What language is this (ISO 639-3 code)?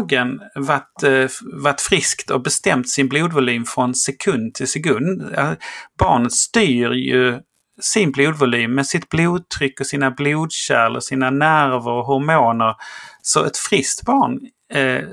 swe